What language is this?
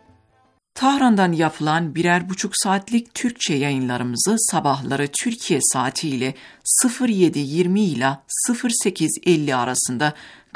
Turkish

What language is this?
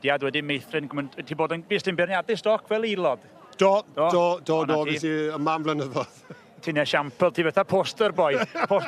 Welsh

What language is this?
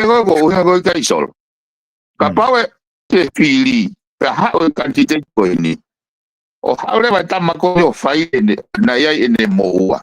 Tongan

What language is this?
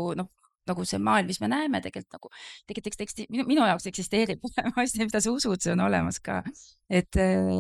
Estonian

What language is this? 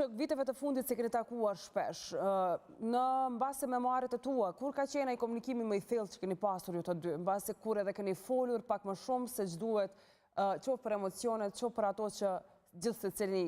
Albanian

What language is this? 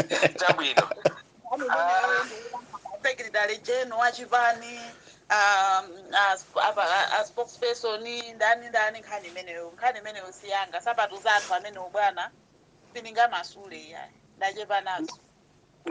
Nyanja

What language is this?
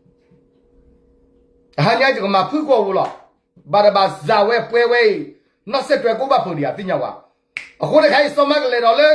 S'gaw Karen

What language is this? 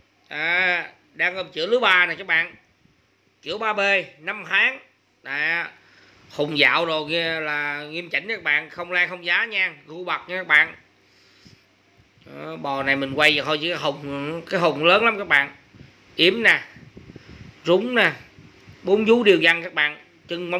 Vietnamese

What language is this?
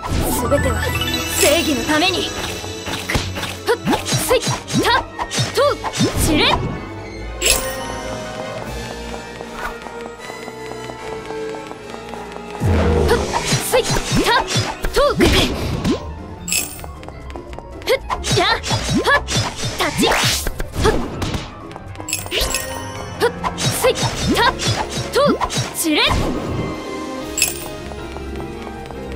Japanese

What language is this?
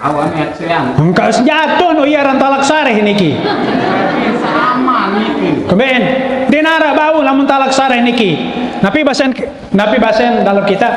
Sasak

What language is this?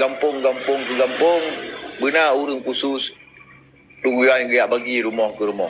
Achinese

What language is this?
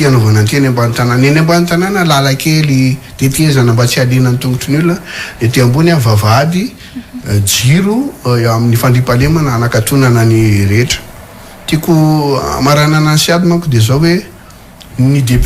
Malagasy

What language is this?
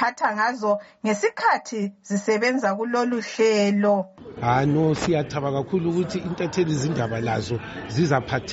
North Ndebele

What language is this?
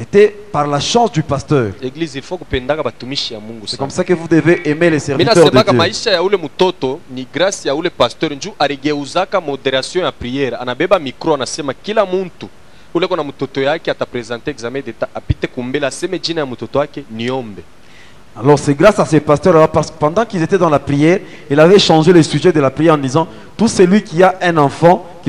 French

